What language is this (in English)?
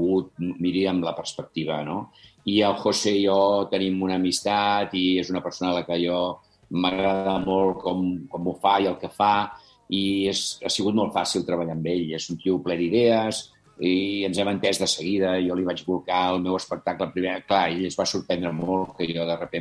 Catalan